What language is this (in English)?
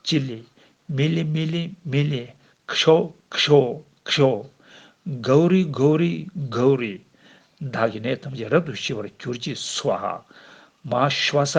Tibetan